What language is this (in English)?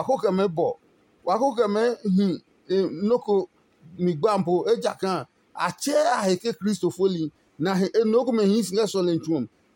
Adangme